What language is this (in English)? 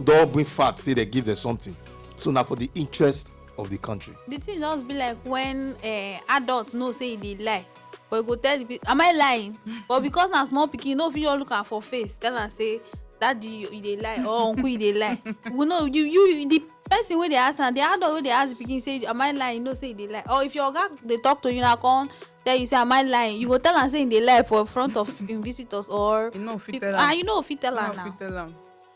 Nigerian Pidgin